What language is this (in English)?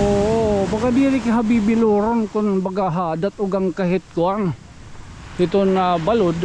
Waray